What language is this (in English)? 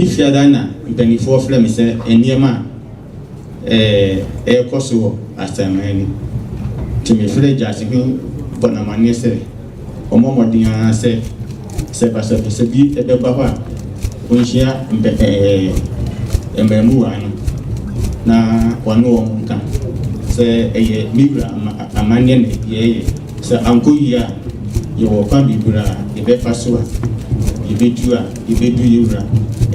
Akan